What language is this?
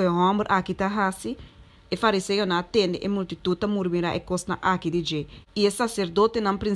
Papiamento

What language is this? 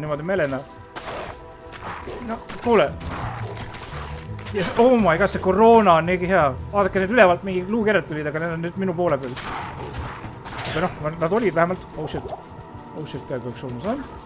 Estonian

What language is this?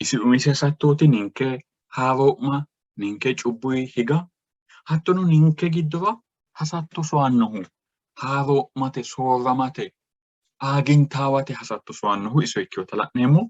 Sidamo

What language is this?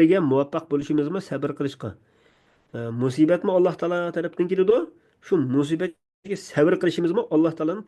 Uyghur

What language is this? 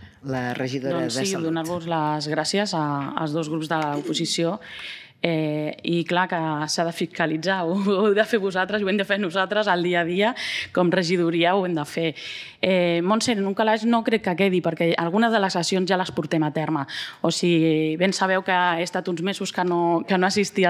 Catalan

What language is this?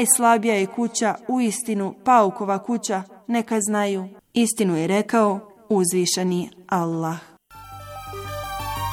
Bosnian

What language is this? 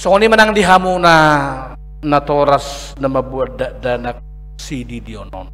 Batak Toba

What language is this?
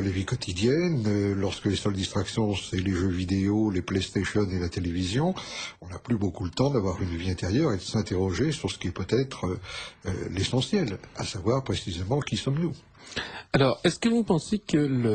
French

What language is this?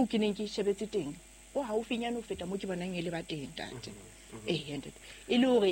Southern Sotho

